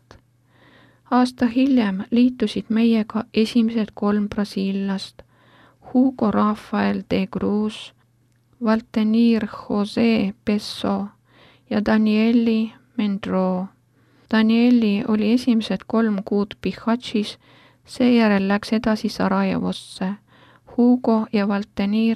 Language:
Estonian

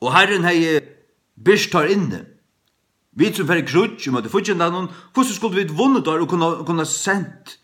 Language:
Faroese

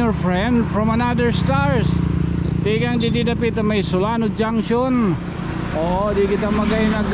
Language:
Waray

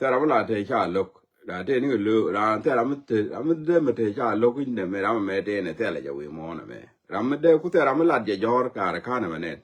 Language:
Nuer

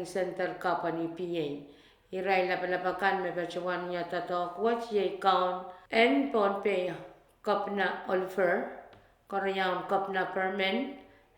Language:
Pohnpeian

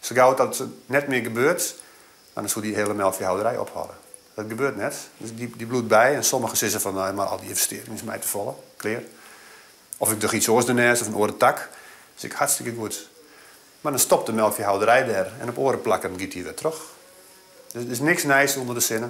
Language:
Western Frisian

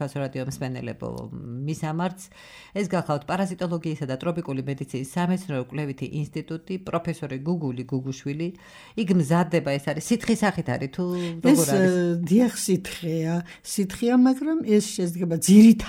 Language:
Georgian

